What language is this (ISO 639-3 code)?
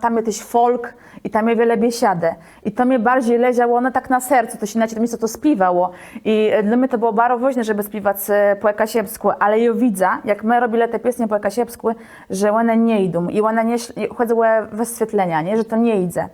csb